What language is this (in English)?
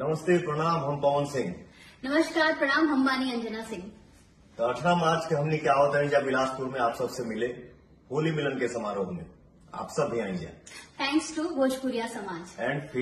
Bhojpuri